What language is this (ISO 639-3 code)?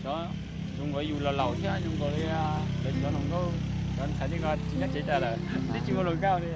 hmn